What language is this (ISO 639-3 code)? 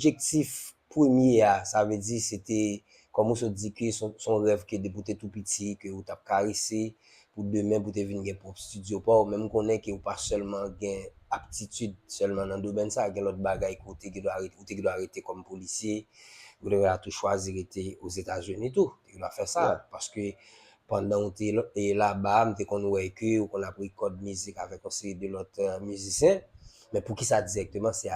hat